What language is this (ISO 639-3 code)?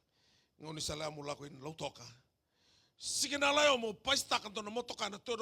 fij